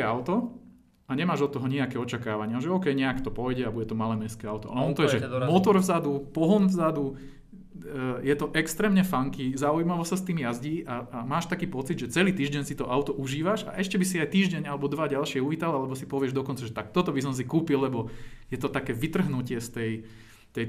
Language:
Slovak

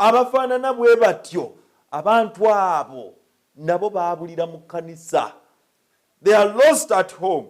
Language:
Ganda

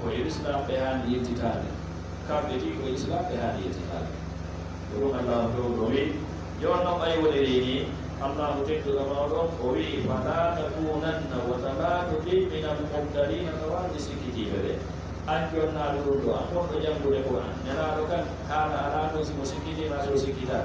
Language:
Fula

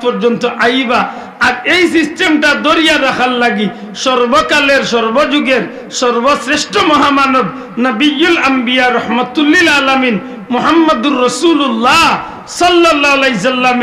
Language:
Sylheti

